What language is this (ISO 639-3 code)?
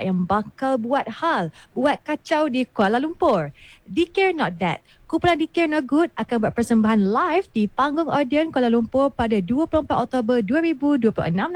msa